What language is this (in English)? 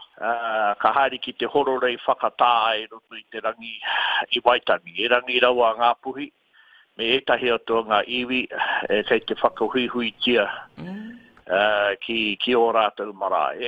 Māori